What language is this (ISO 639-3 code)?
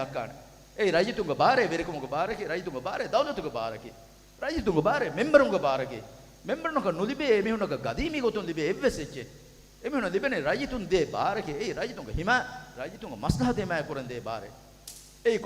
div